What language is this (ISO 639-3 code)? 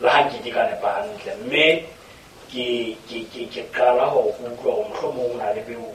sot